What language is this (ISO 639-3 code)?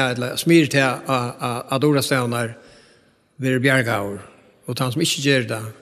fao